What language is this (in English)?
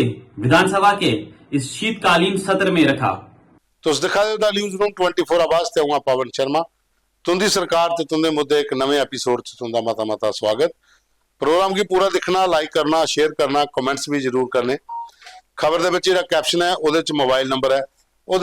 Dogri